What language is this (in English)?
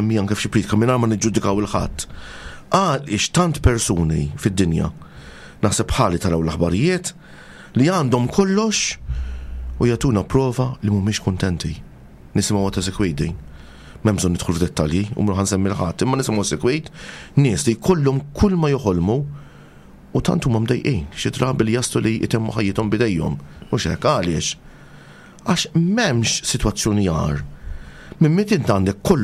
Maltese